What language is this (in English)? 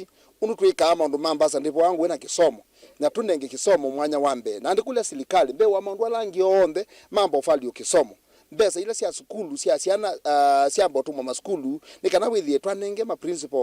Kamba